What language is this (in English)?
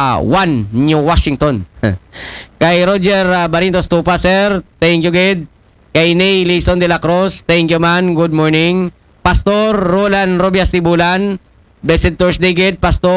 Aklanon